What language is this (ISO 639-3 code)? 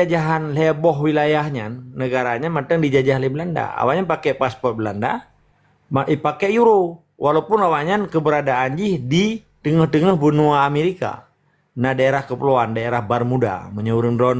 ace